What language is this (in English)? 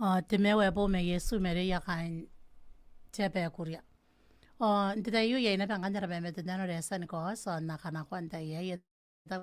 Gilbertese